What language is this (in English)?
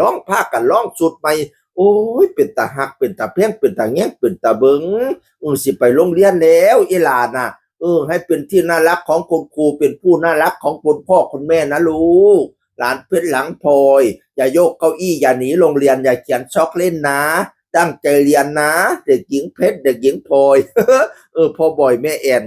Northeastern Thai